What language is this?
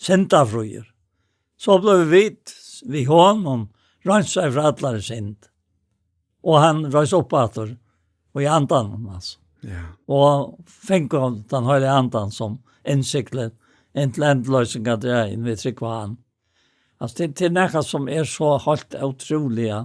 Faroese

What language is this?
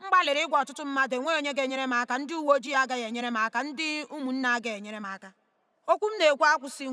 Igbo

